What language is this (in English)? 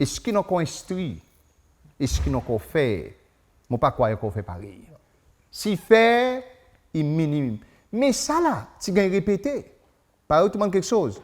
Seselwa Creole French